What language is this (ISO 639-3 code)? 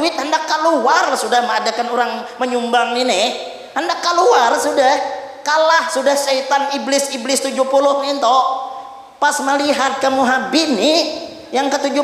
bjn